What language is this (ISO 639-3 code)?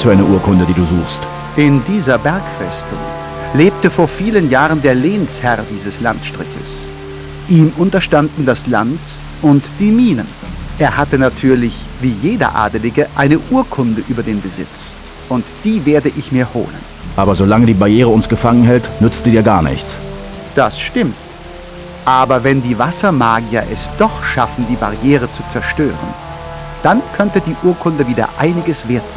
bar